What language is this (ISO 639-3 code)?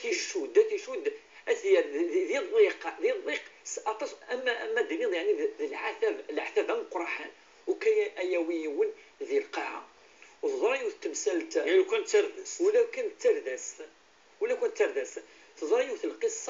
kab